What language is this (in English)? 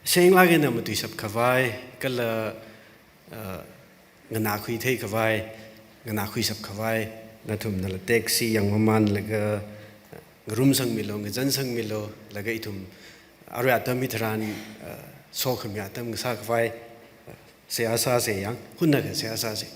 Tangkhul Naga (India)